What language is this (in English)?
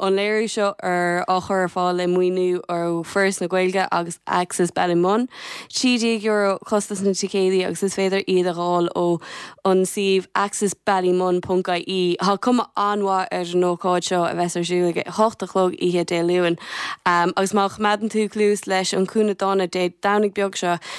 Irish